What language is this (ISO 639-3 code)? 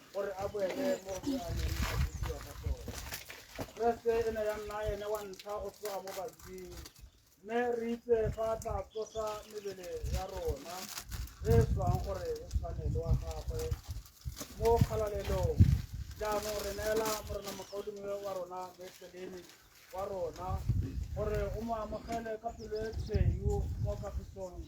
tsn